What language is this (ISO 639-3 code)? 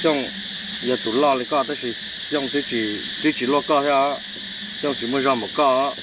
hmn